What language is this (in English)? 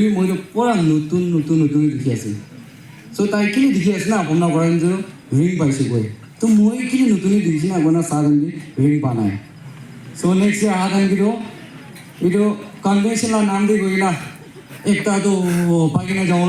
Naga Pidgin